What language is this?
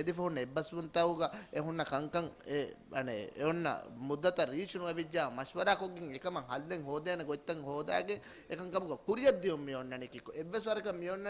Divehi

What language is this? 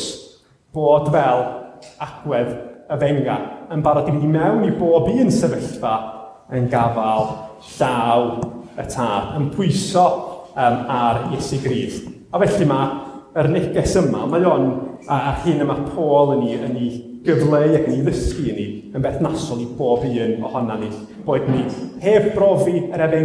Welsh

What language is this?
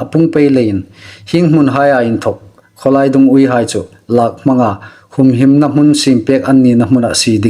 Hmar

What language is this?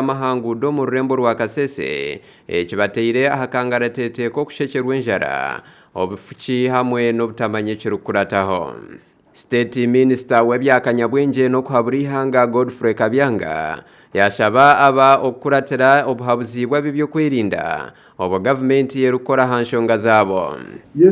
Nyankole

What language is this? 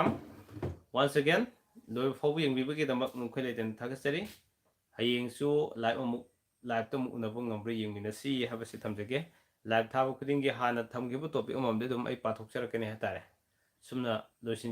Manipuri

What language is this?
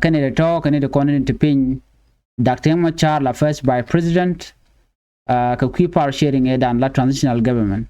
Nuer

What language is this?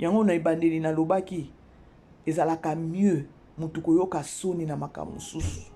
Lingala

